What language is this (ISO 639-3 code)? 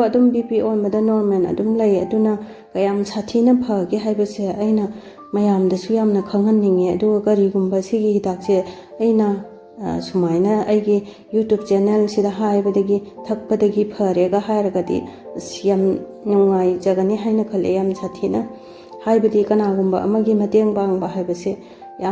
mni